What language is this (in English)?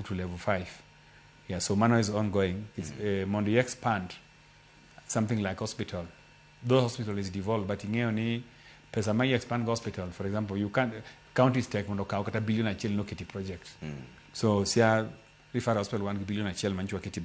Luo (Kenya and Tanzania)